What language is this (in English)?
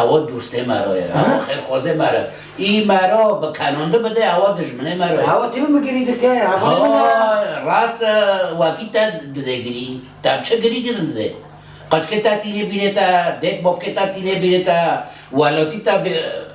Kurdish